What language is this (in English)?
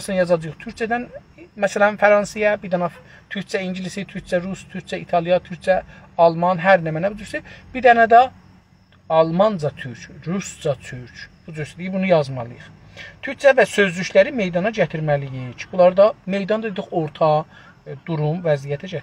South Azerbaijani